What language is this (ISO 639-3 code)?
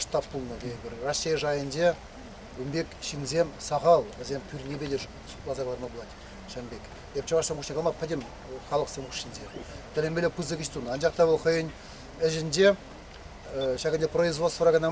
chv